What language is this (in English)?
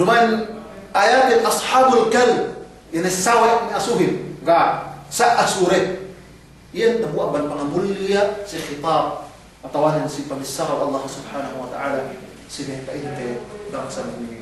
Yakan